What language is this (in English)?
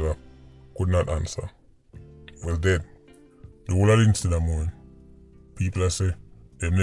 Jamaican Creole English